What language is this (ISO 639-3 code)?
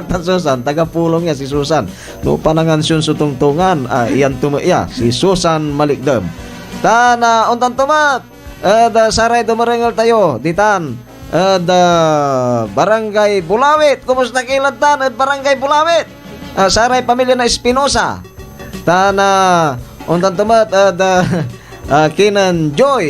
pag